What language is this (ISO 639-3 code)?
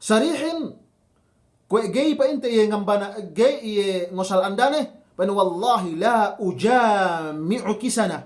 yka